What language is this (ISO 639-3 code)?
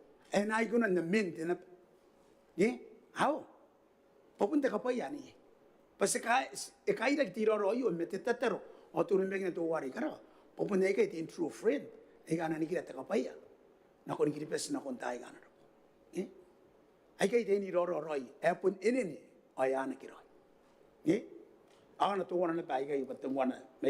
gil